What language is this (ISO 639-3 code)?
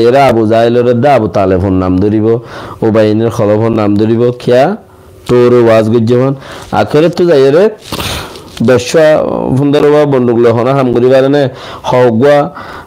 rhg